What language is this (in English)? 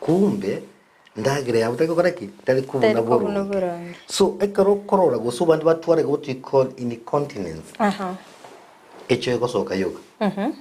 Gusii